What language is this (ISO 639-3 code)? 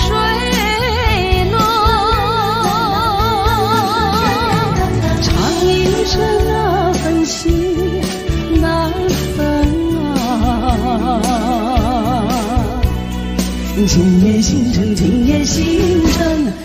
zho